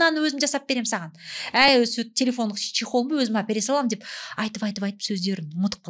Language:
Kazakh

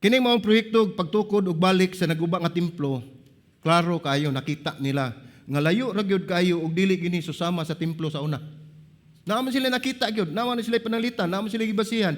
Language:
Cebuano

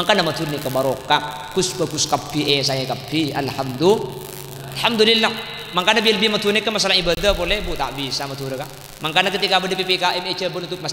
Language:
Madurese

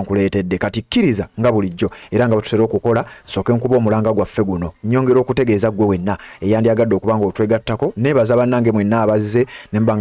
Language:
Ganda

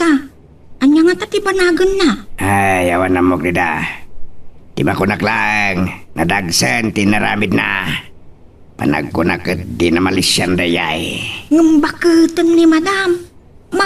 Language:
Iloko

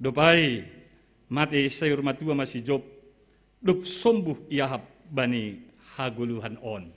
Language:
Batak Simalungun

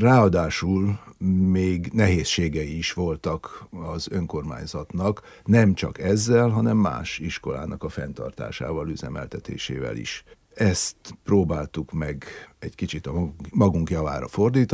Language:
Hungarian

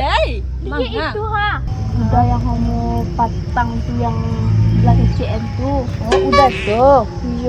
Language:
Minangkabau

